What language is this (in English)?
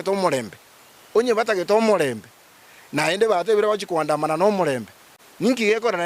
Gusii